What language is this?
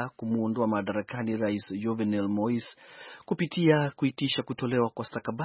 Swahili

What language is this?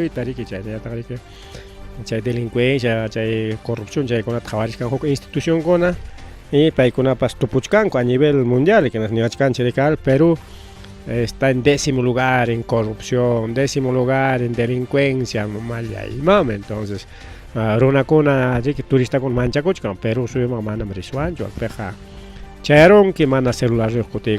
Ayacucho Quechua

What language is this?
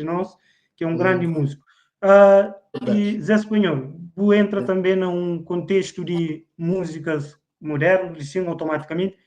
Kabuverdianu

